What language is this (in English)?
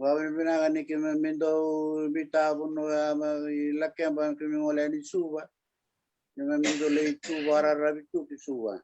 Fijian